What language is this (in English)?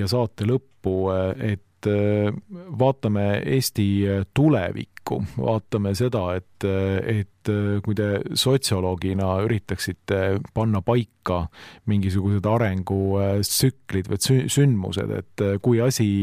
Estonian